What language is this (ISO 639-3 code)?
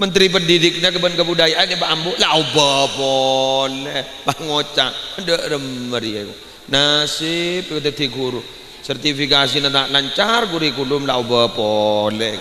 mad